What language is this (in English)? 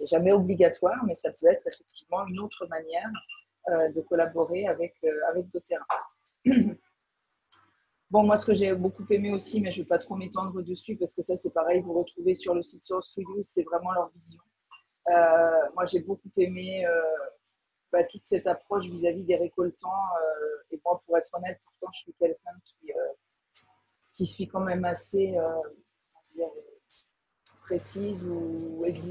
French